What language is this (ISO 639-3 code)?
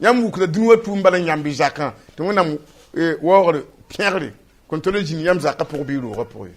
mos